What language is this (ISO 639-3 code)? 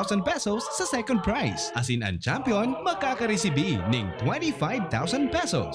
bik